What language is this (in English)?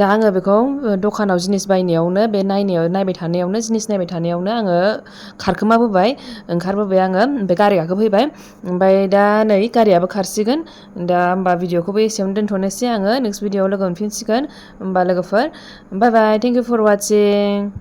Bodo